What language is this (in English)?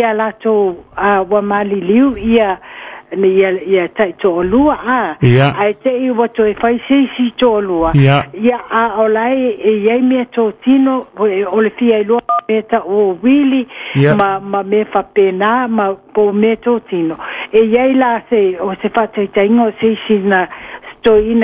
Samoan